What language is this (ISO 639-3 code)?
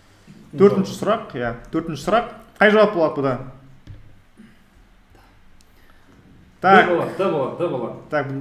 kaz